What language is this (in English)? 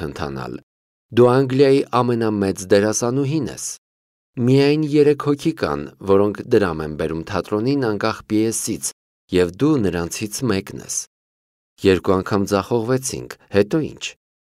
Armenian